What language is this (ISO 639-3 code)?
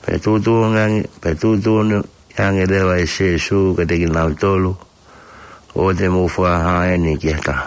ton